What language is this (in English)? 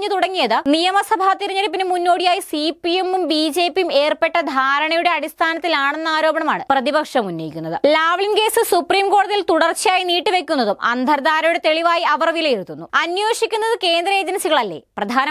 Malayalam